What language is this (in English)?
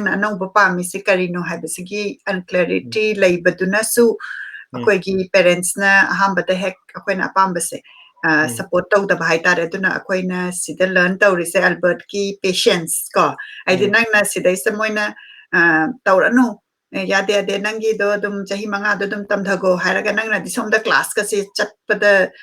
Manipuri